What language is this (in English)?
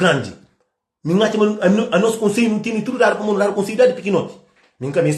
Kabuverdianu